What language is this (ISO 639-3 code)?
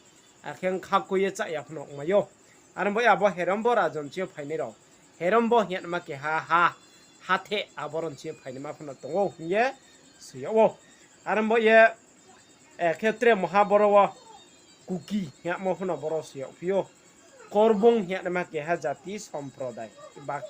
ria